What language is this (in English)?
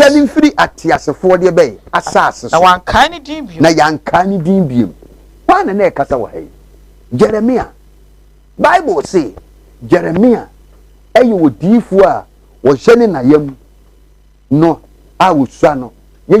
Akan